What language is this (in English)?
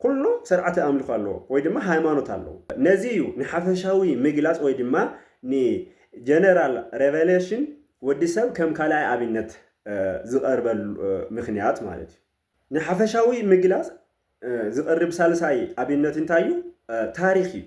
Tigrinya